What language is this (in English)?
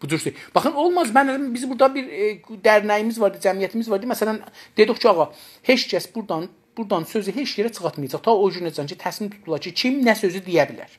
South Azerbaijani